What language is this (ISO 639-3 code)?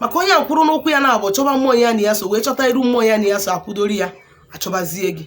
ibo